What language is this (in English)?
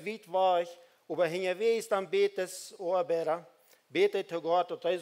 Plautdietsch